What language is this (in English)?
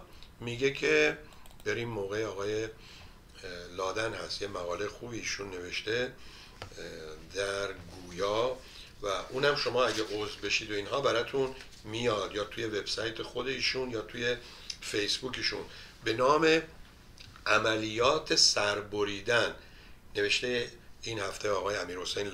Persian